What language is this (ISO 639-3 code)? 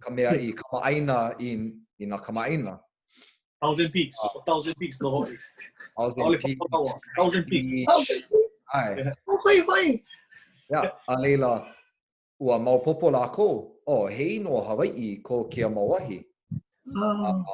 haw